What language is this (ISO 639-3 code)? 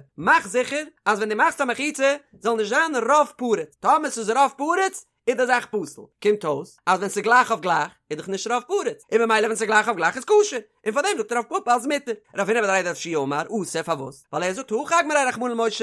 yid